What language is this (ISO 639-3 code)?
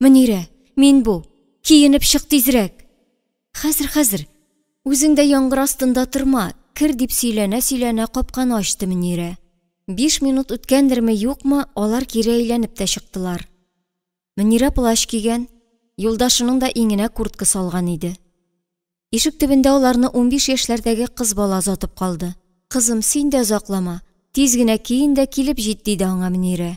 tat